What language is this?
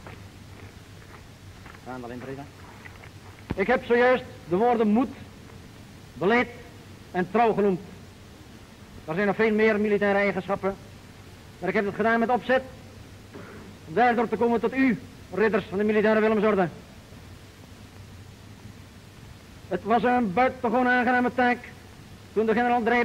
Dutch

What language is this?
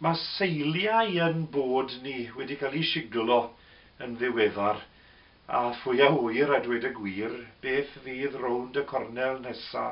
Welsh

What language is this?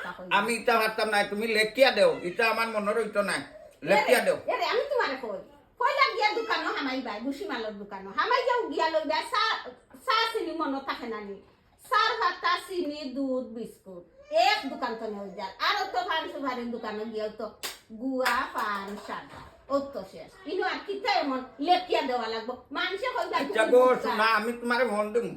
Sylheti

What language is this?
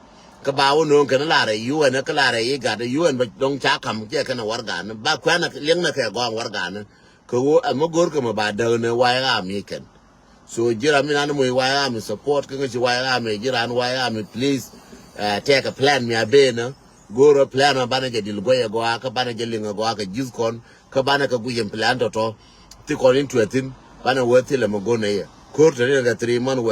Nuer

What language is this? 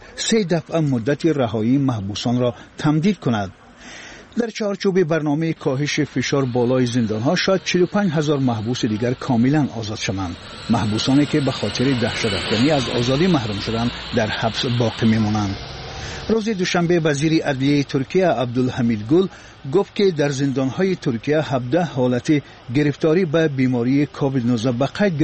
Persian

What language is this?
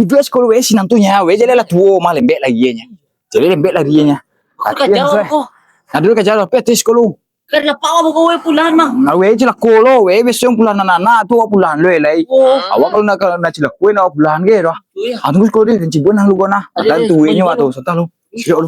Minangkabau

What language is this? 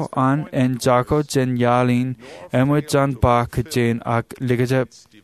Marshallese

